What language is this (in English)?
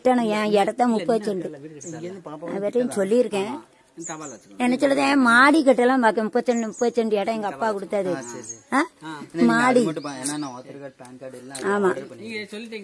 Tamil